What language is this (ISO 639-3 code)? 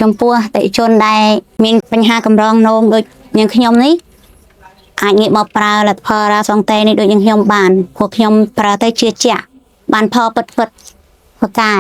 khm